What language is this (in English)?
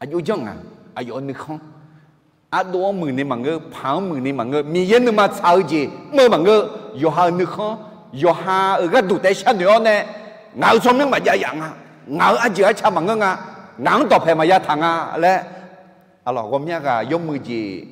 Akha